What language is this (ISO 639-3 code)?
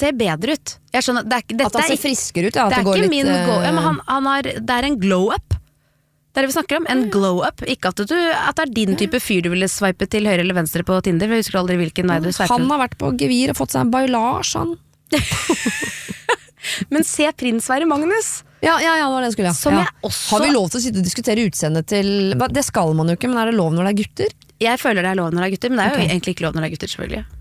nor